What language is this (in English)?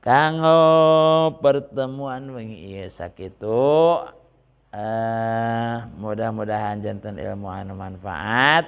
Sundanese